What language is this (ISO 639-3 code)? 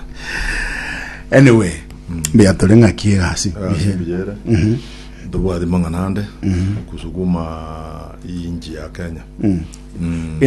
guz